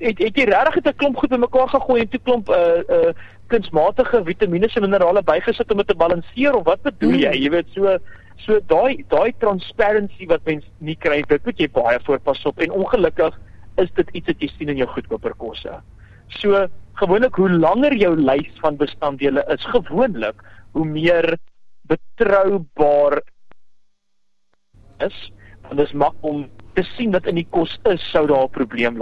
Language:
Afrikaans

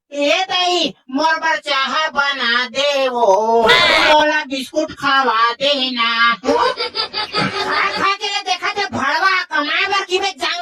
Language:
Chhattisgarhi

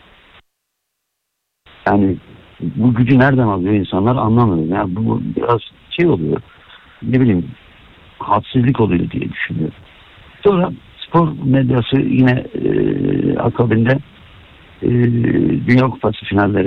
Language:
Turkish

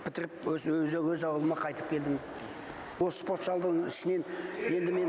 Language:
Kazakh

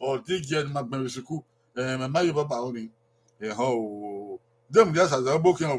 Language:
Bini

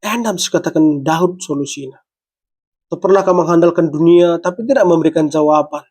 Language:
Batak Karo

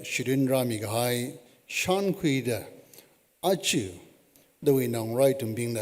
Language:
Tangkhul Naga (India)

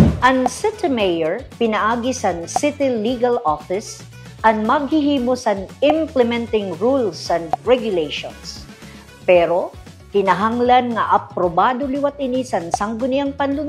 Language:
Waray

